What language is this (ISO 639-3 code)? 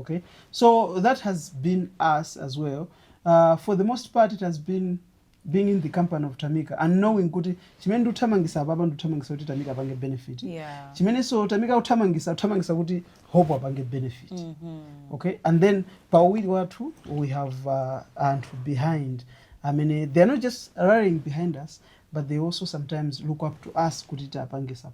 nya